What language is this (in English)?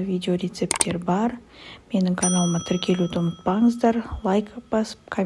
Kazakh